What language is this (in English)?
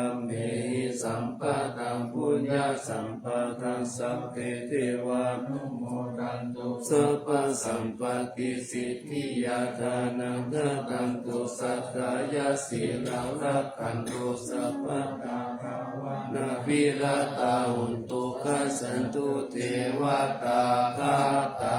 Pali